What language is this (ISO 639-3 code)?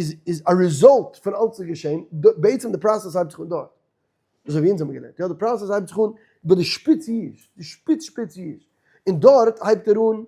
yid